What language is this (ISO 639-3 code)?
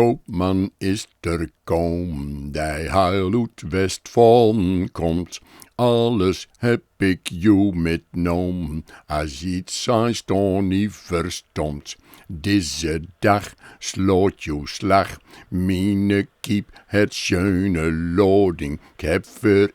gos